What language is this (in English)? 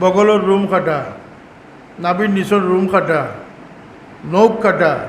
Sylheti